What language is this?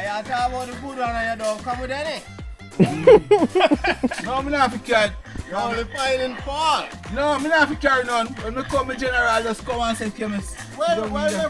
Jamaican Creole English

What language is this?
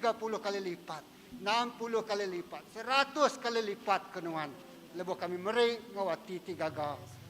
Iban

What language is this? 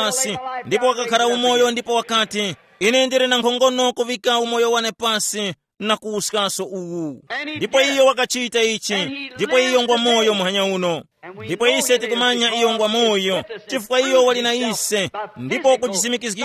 Tumbuka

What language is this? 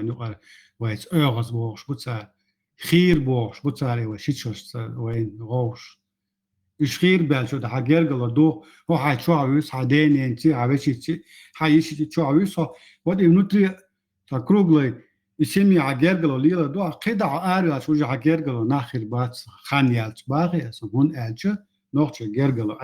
Chechen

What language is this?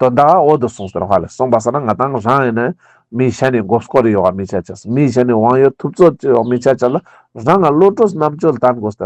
Ladakhi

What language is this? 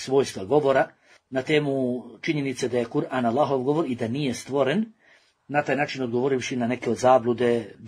Bosnian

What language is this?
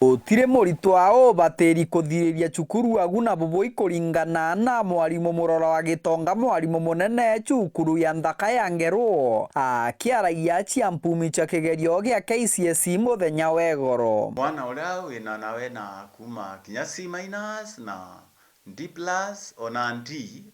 Meru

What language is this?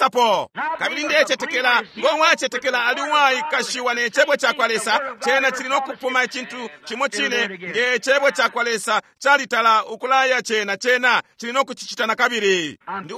Bemba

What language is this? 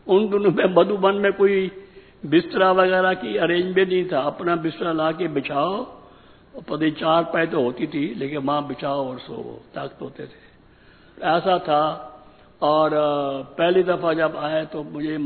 Hindi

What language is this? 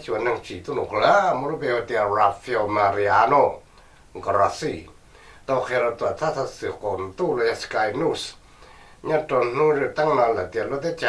Hmong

